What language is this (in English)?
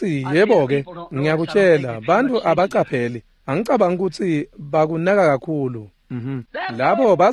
Swati